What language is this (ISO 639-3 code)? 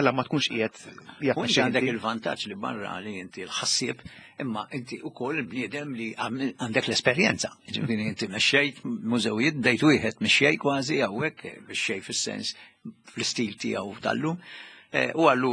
mlt